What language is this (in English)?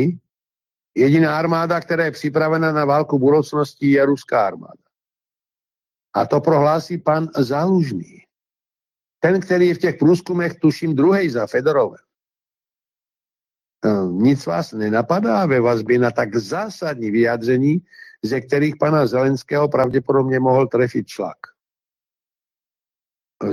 Czech